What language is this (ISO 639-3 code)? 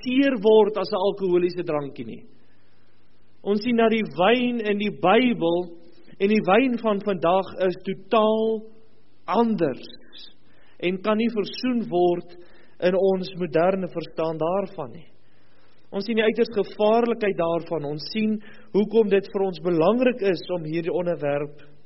afr